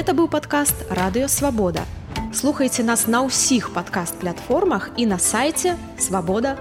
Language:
Belarusian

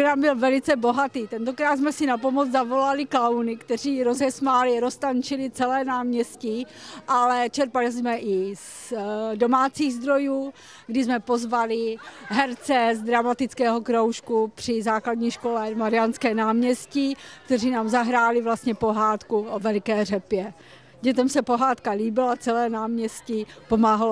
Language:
Czech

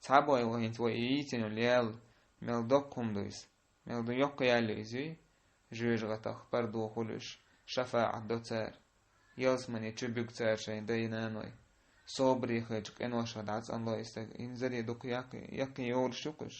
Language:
Chechen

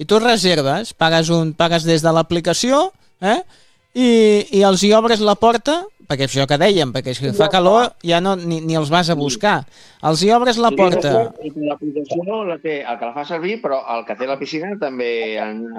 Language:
Catalan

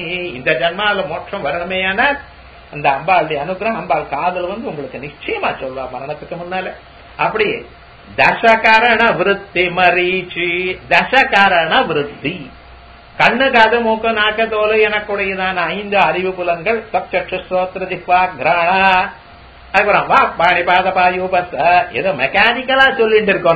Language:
Tamil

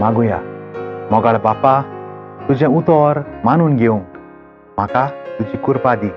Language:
Konkani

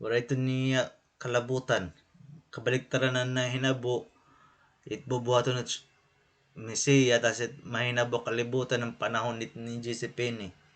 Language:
Waray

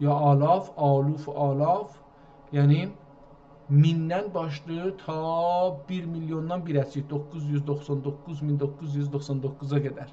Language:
South Azerbaijani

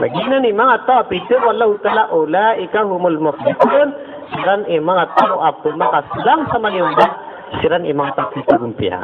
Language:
Maranao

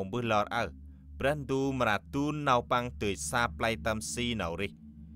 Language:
Central Mnong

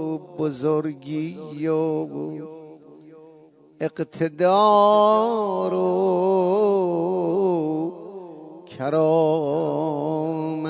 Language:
Persian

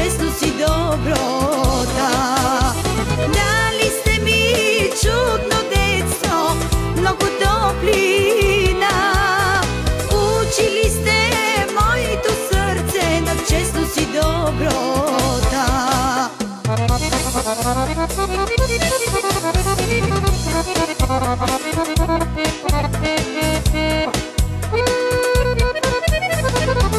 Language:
Bulgarian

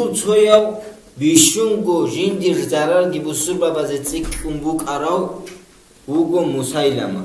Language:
Avaric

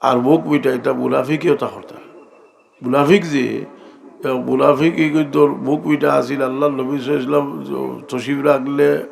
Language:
Sylheti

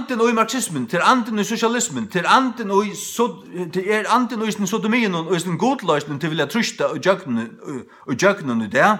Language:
Faroese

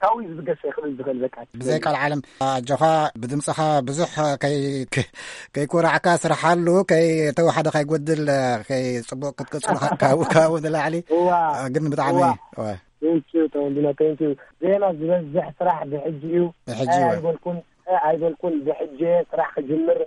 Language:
Tigrinya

